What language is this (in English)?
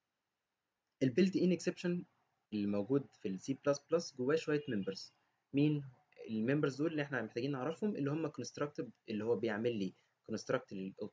Egyptian Arabic